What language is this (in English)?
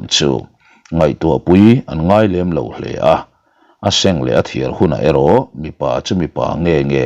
Mizo